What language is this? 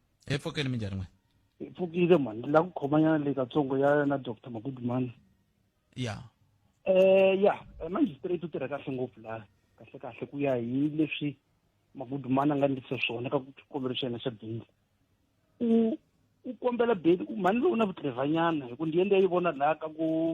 Tsonga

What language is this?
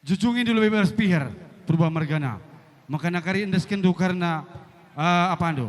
Batak Karo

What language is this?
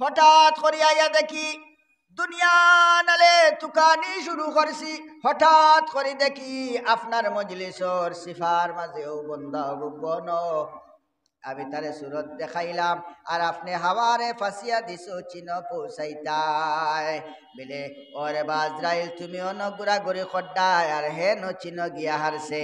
Sylheti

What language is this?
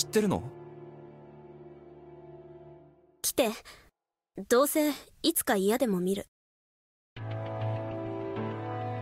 Japanese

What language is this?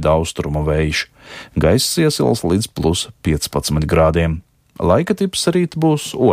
Latvian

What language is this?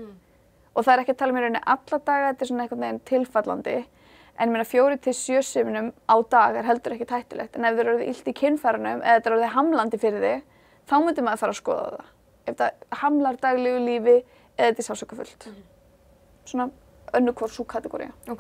Icelandic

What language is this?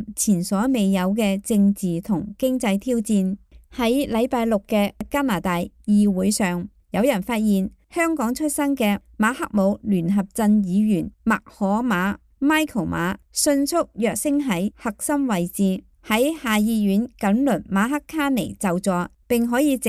Cantonese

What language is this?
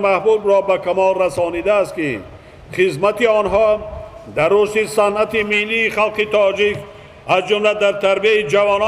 Tajik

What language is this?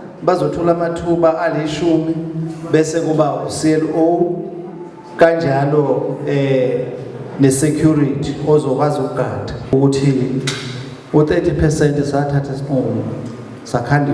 Zulu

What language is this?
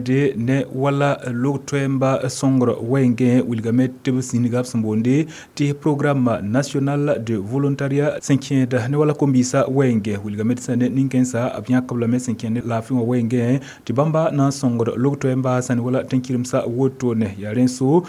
Mossi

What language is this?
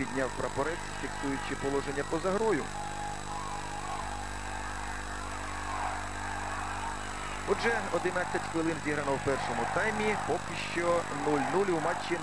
Ukrainian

